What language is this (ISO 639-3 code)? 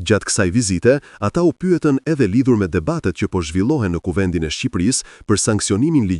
sqi